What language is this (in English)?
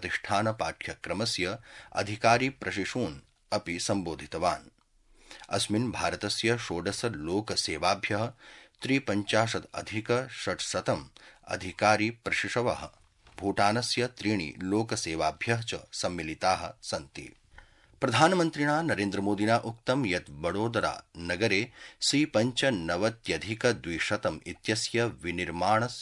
Sanskrit